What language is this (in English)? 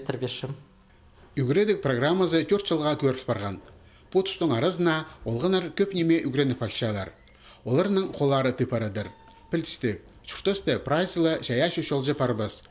Khakas